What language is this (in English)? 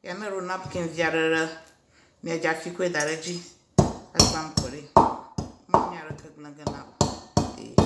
Ewe